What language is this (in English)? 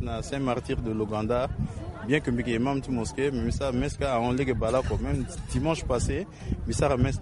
Sango